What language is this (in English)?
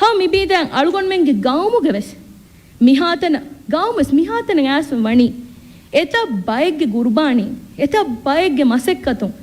Divehi